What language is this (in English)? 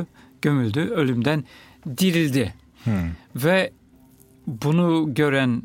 Turkish